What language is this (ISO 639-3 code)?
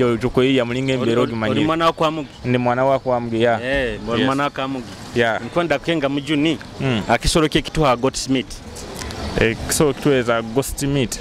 nyo